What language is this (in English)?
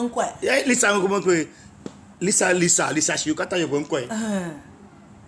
Ewe